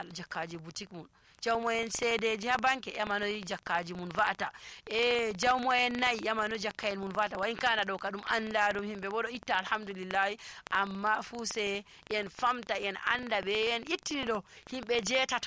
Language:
Nigerian Fulfulde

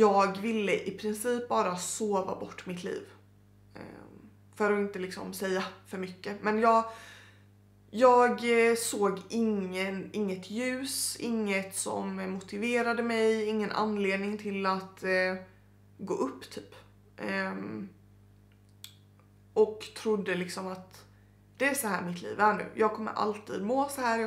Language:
Swedish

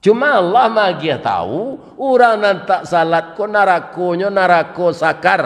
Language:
Minangkabau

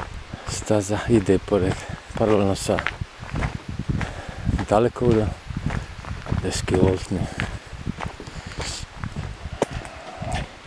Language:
Bosnian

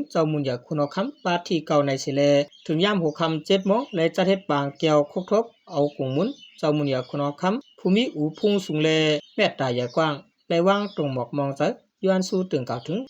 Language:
Shan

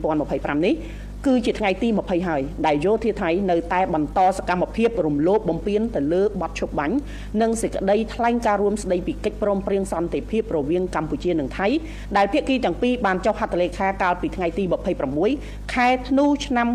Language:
Khmer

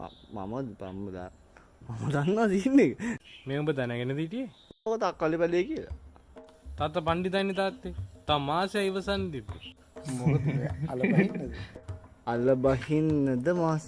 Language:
Sinhala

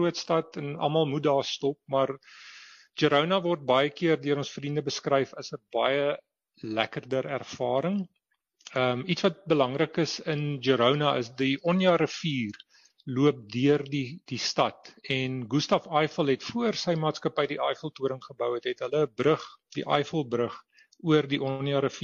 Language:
Afrikaans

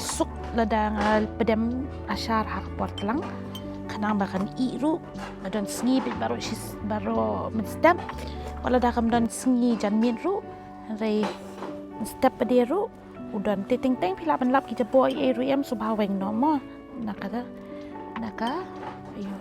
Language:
Khasi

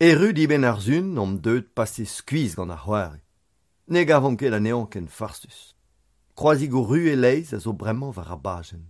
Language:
Breton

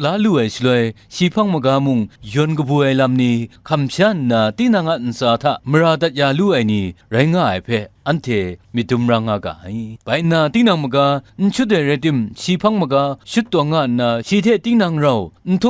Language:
Kachin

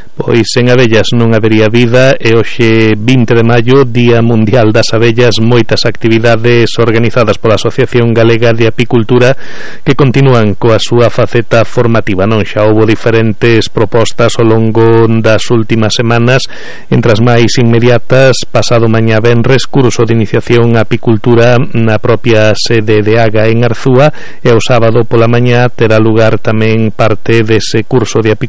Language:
Galician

